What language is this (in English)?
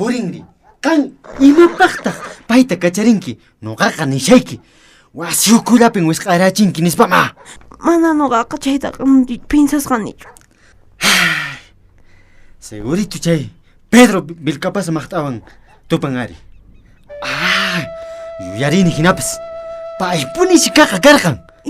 Quechua